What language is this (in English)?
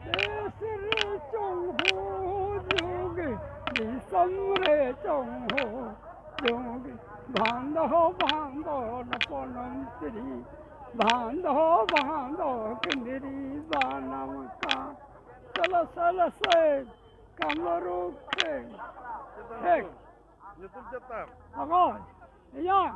Santali